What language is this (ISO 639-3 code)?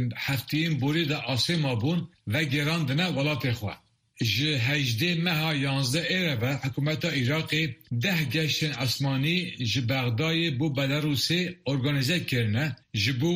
kur